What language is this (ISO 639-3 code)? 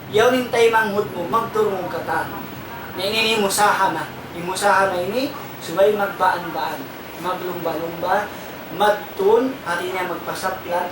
tsg